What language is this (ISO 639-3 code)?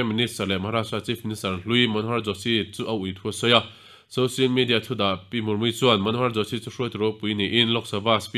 lus